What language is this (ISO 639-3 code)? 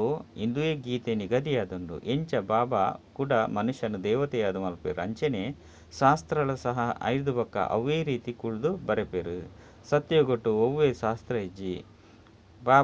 tcy